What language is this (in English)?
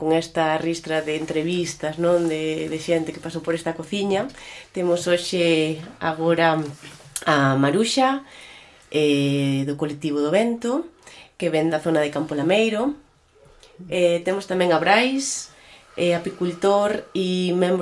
Galician